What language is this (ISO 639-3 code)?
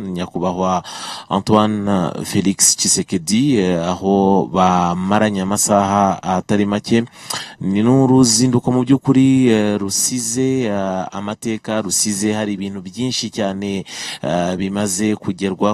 kin